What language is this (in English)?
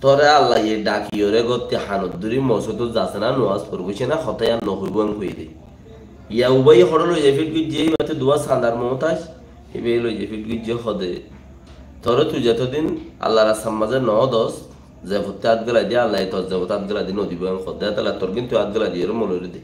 Rohingya